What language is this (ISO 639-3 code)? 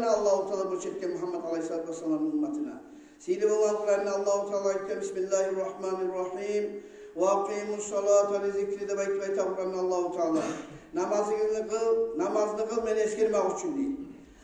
kum